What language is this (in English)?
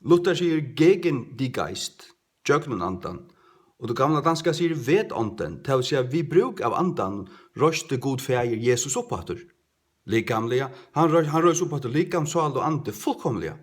Faroese